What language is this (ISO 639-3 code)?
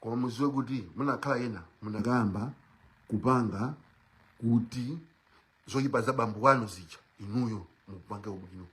nya